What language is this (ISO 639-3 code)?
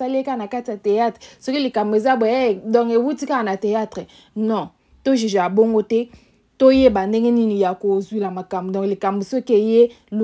lin